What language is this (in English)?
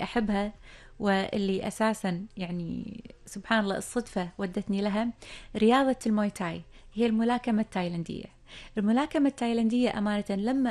Gulf Arabic